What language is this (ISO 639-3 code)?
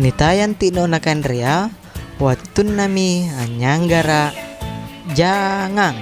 mak